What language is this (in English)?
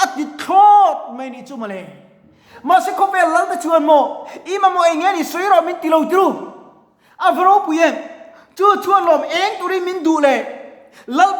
Mizo